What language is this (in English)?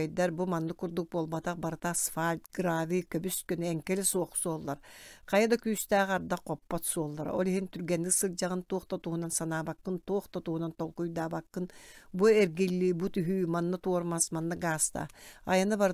Yakut